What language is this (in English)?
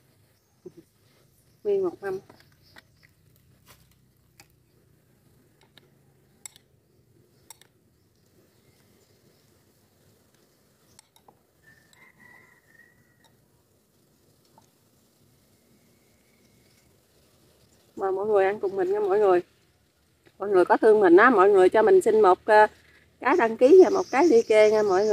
Vietnamese